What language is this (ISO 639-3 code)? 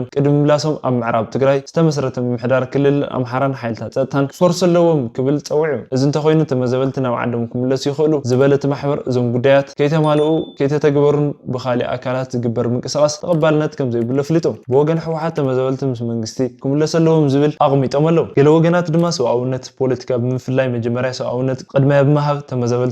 tir